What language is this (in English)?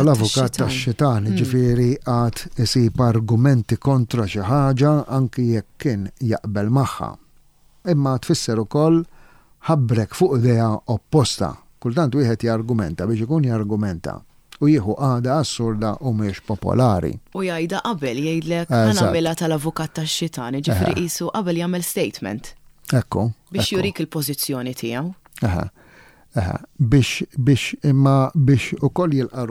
Maltese